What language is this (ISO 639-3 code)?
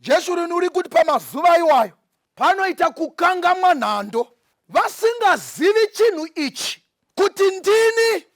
sna